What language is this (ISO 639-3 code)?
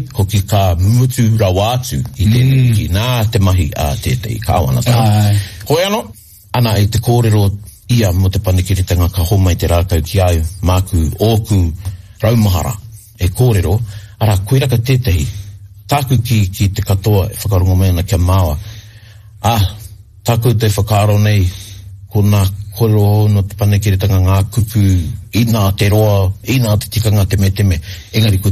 mri